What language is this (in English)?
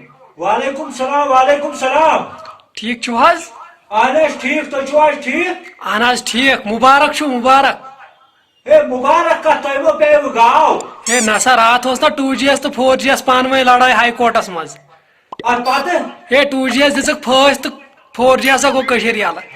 Kashmiri